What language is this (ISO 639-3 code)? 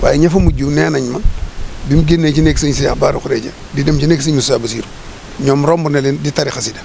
wol